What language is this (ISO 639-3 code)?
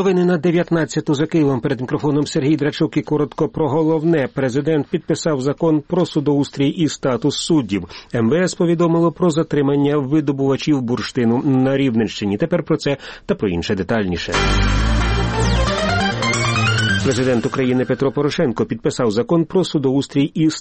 ukr